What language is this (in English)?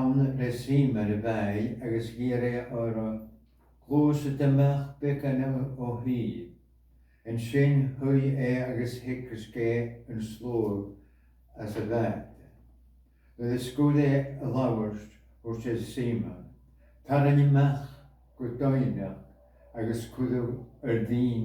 Scottish Gaelic